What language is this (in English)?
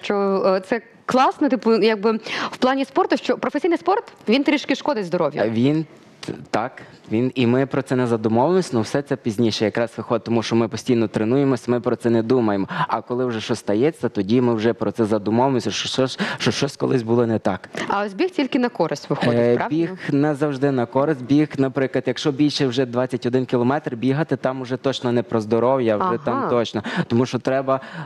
Ukrainian